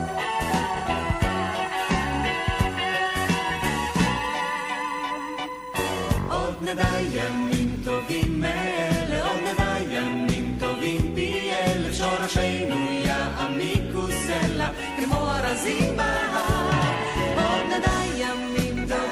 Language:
Hebrew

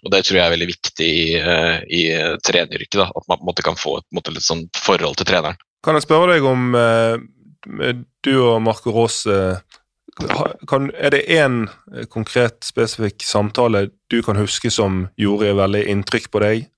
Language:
Norwegian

